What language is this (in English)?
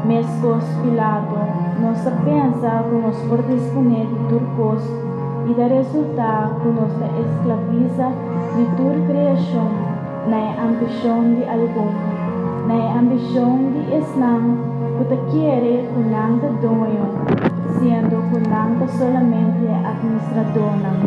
Papiamento